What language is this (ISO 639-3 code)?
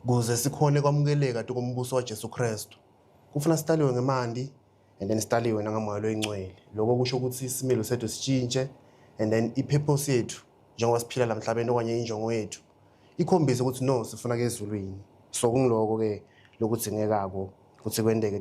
zul